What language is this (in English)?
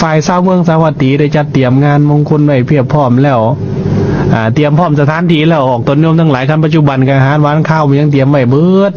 Lao